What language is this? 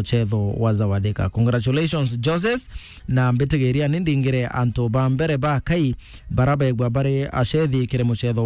Meru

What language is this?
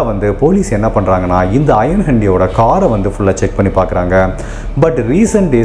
Tamil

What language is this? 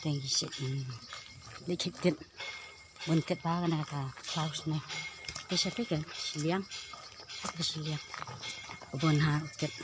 Khasi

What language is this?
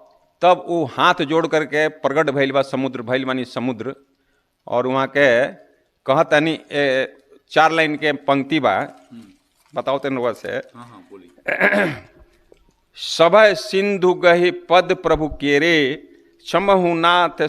Bhojpuri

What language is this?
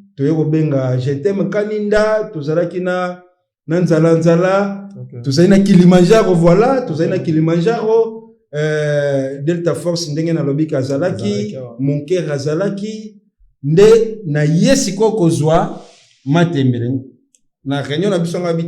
Lingala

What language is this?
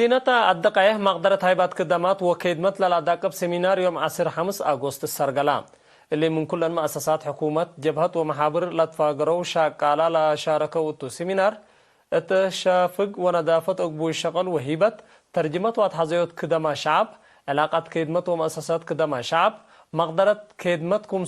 Tigre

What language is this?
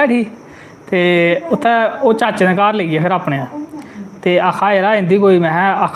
Dogri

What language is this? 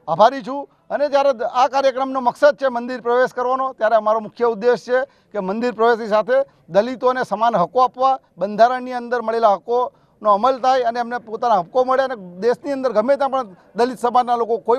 Gujarati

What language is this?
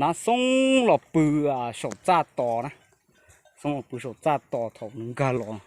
Hmong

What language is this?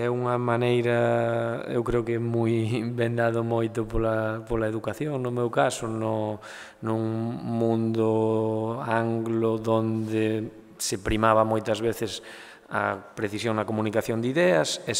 Galician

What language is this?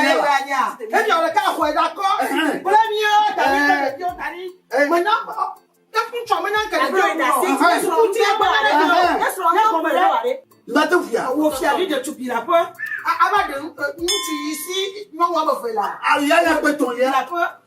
Ewe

